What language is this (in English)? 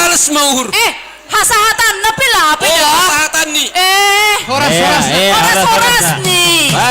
Batak Simalungun